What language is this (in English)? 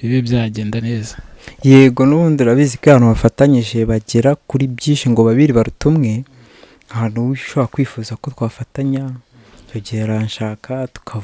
Kinyarwanda